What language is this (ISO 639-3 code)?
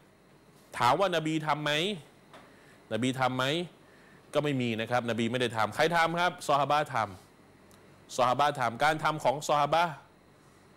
tha